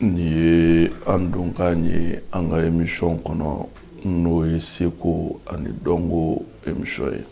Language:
Bambara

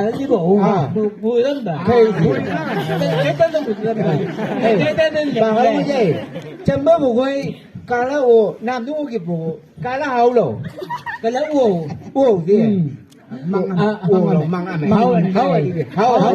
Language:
Chang Naga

